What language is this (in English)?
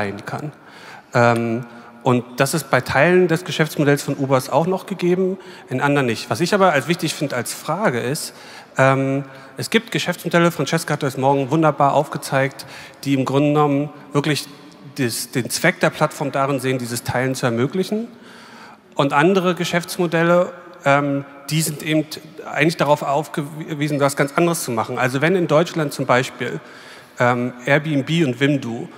German